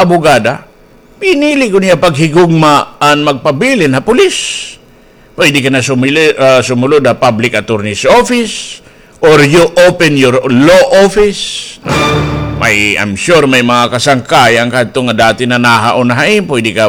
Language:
Waray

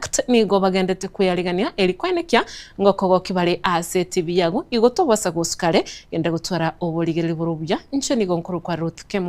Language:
Gusii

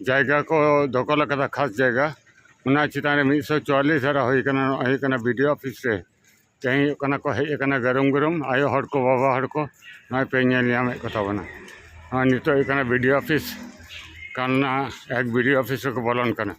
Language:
Santali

